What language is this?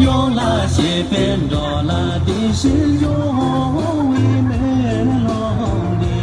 Tibetan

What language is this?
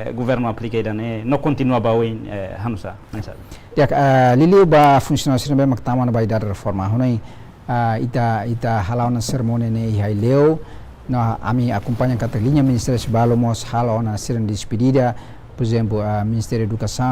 Tetum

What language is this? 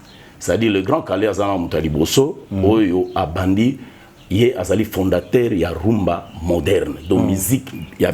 Lingala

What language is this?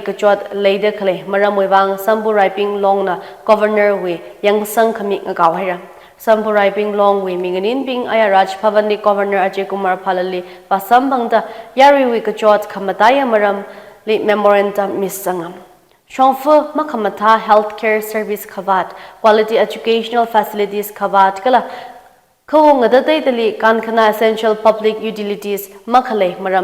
Tangkhul Naga (India)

